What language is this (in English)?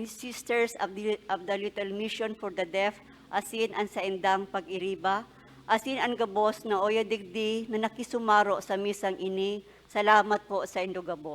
Bikol